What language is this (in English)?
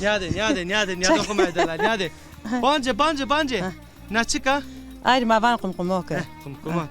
Zaza